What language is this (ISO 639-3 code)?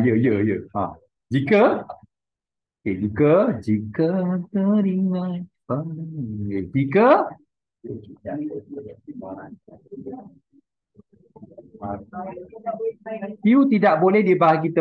msa